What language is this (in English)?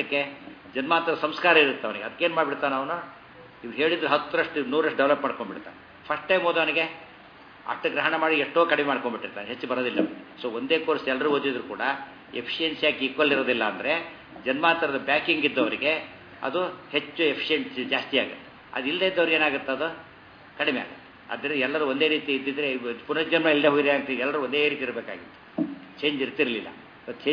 Kannada